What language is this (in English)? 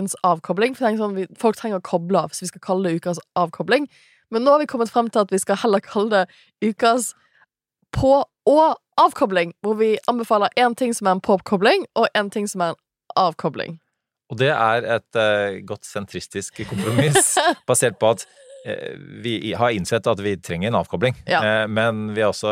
Norwegian